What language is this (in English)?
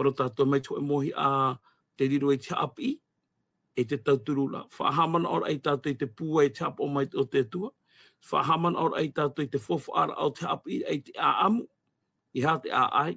Tahitian